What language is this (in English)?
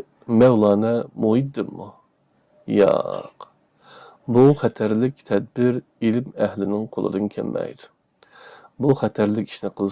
Uyghur